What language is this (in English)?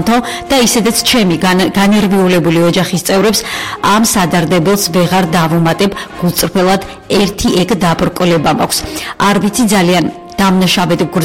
Georgian